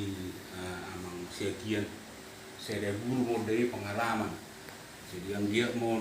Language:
Batak Toba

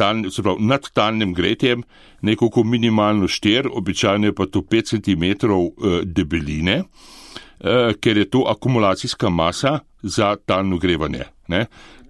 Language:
Slovenian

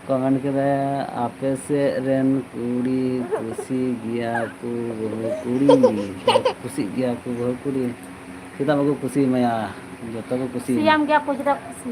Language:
Santali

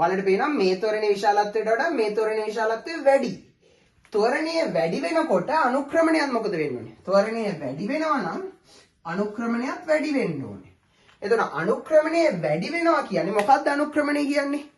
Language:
Sinhala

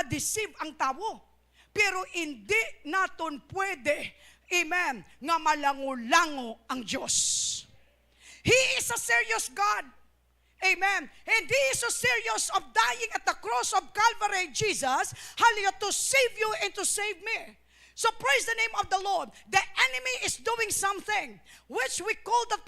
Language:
Hiligaynon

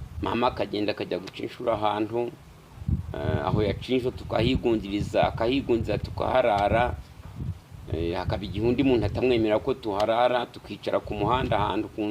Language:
Kinyarwanda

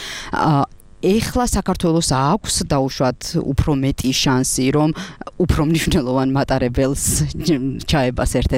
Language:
Georgian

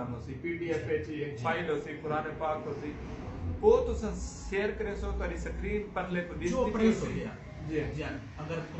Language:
Saraiki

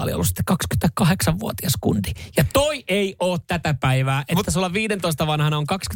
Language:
Finnish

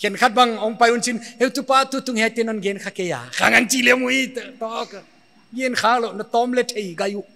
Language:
Paite Chin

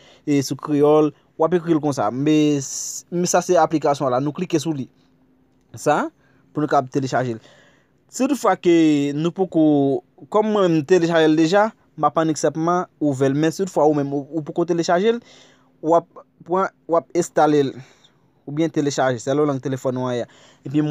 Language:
Haitian Creole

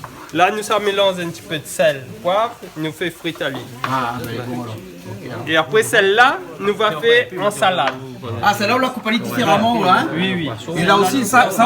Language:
Réunion Creole French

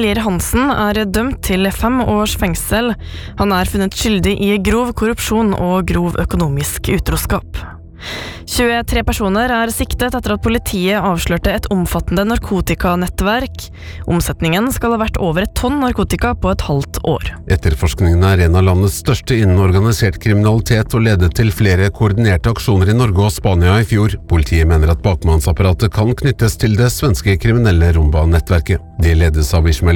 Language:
Norwegian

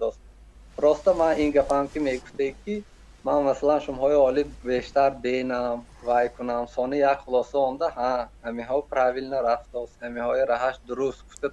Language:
Tajik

